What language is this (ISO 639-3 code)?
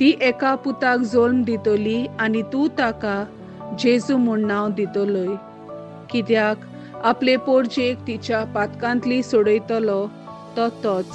kok